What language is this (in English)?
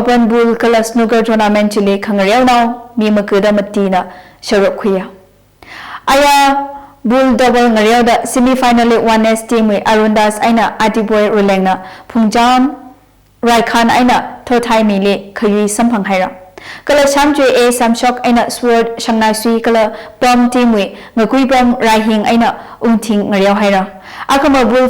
Tangkhul Naga (India)